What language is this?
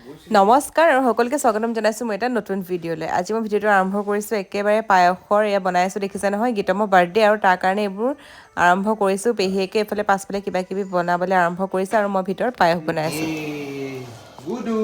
Assamese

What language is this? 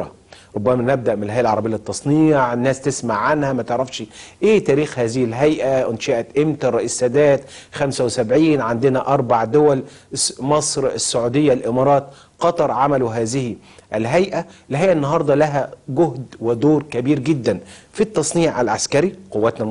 Egyptian Arabic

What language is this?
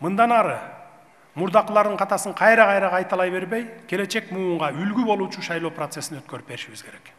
Kyrgyz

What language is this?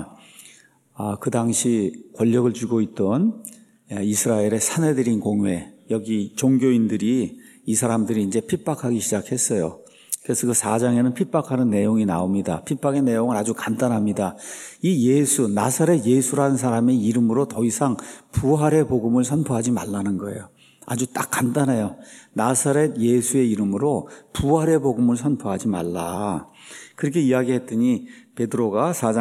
Korean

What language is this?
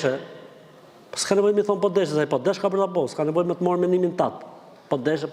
Albanian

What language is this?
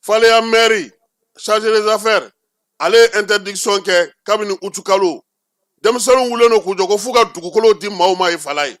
Bambara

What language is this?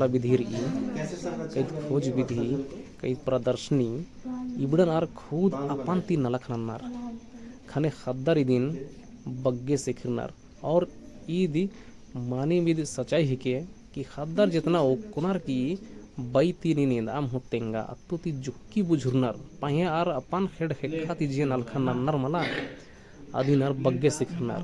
Kurukh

